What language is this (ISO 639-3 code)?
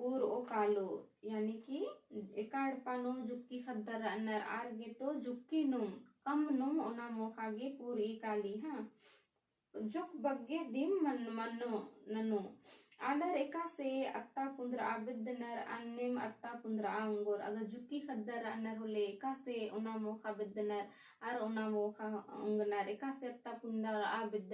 kru